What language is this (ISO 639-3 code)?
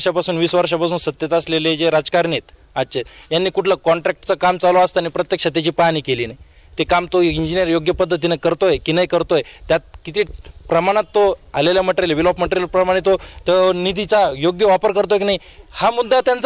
mar